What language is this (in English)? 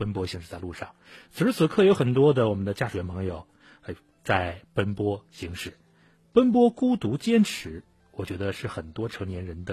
Chinese